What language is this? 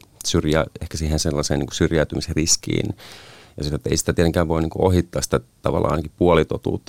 Finnish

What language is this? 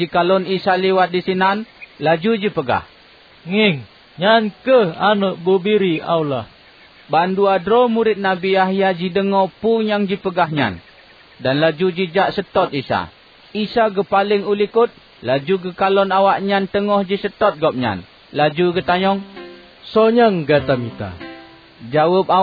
Achinese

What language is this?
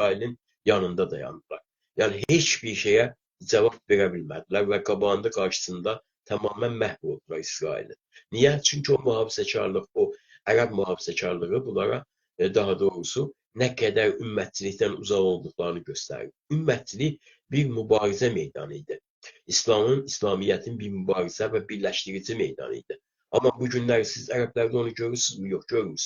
South Azerbaijani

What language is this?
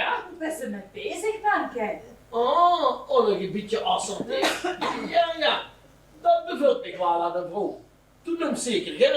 Limburgish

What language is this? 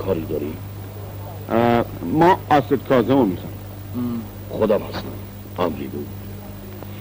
Persian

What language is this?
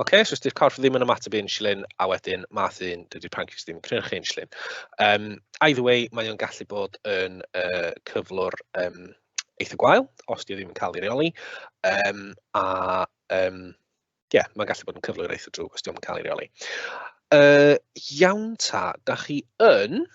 Welsh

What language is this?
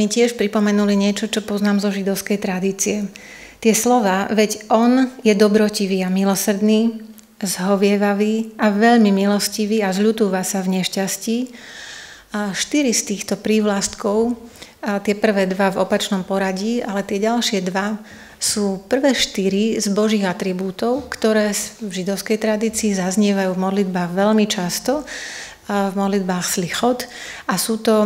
Slovak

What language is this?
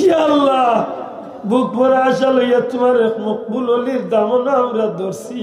Sylheti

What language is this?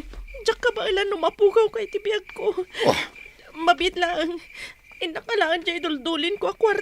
Iloko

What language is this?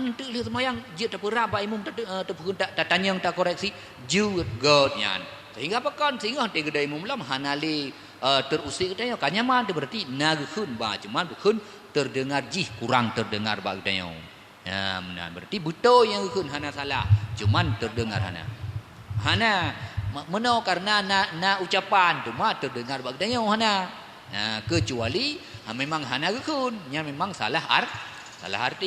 Achinese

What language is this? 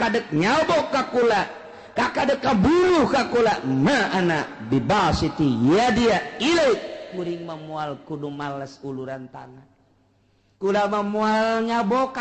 Sundanese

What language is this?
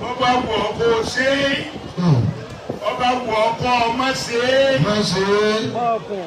Yoruba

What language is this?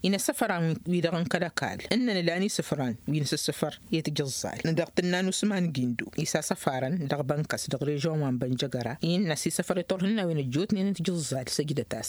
Tamasheq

